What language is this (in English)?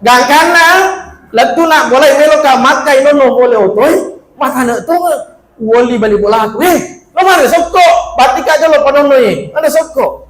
Buginese